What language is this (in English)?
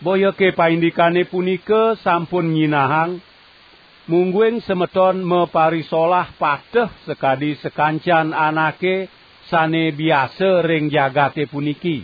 Balinese